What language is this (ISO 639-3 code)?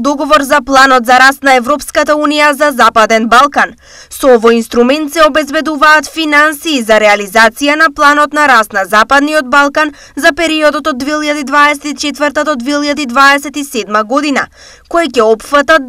mkd